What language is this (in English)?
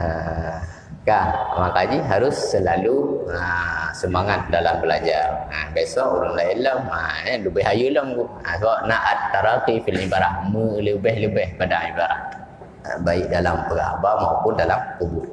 Achinese